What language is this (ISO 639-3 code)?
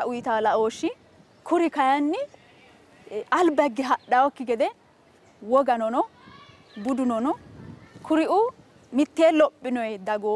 sid